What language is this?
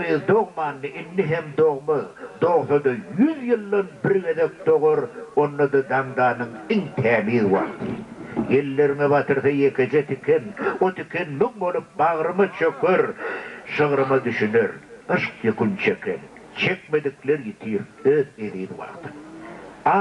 Turkmen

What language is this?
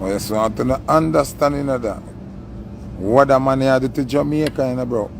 Jamaican Creole English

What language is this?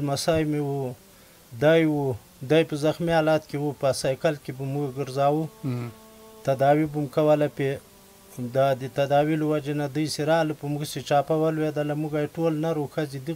Pashto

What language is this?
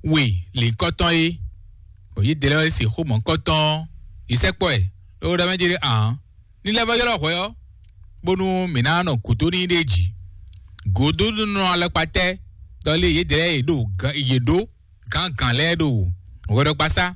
Fon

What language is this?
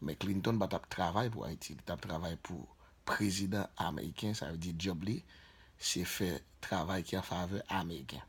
Haitian Creole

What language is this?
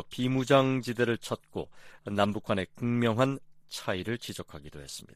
Korean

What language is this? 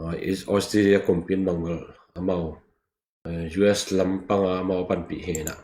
Tedim Chin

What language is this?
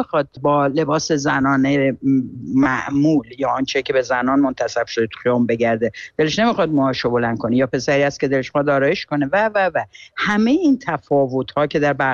Persian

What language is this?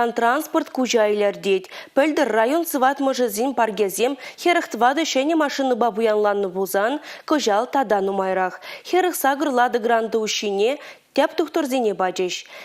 Chuvash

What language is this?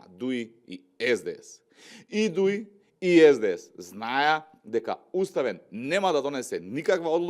Macedonian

